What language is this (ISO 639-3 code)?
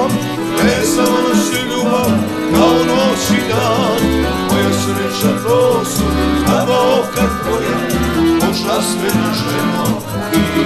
srp